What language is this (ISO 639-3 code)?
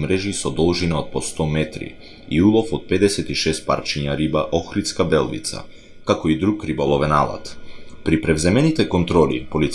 mkd